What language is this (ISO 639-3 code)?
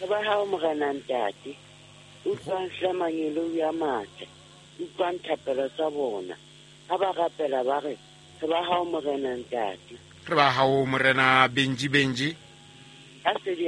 sot